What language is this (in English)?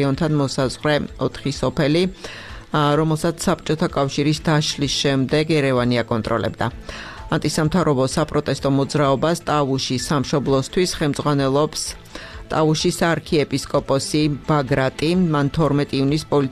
Georgian